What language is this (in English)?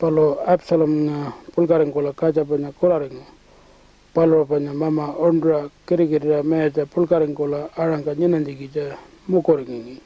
Pitjantjatjara